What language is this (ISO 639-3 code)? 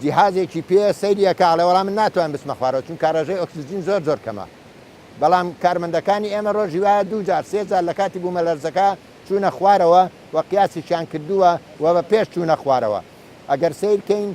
ckb